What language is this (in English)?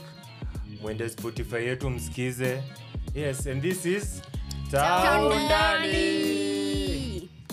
Swahili